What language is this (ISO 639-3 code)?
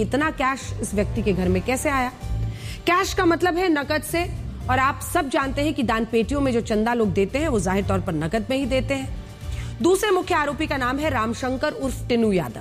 hin